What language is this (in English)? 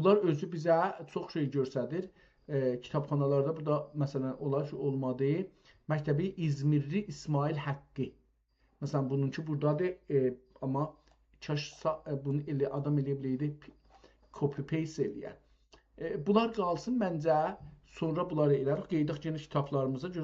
South Azerbaijani